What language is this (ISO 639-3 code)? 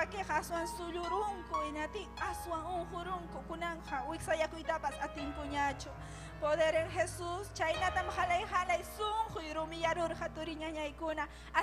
quy